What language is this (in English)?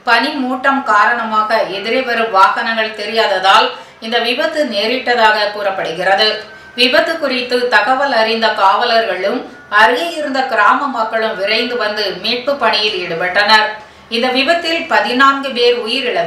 Tamil